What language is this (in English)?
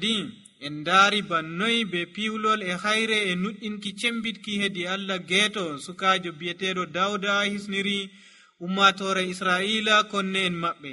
Nigerian Fulfulde